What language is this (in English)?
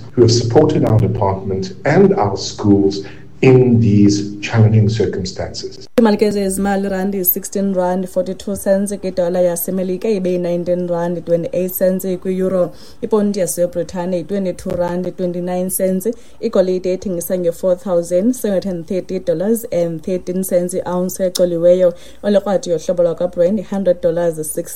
Xhosa